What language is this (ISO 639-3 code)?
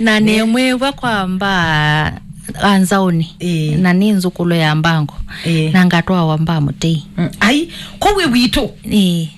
kam